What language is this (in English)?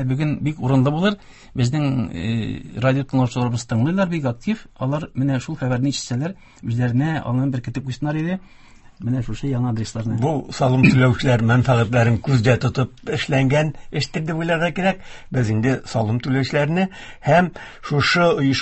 Tatar